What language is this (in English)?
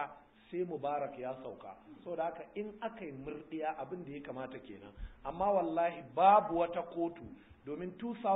Hausa